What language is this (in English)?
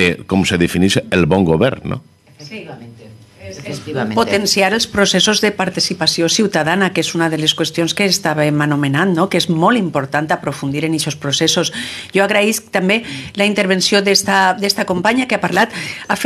Catalan